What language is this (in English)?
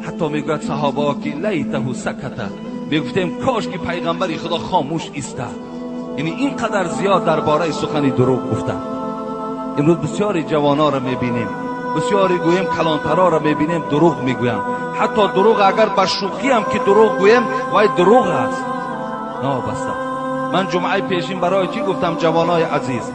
Tajik